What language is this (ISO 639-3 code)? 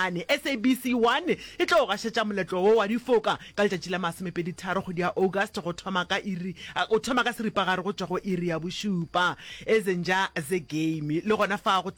nso